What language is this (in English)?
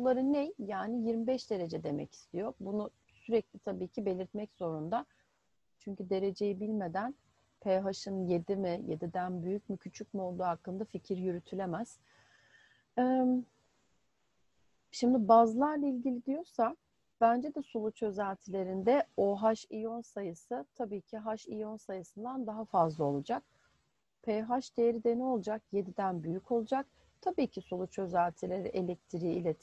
Turkish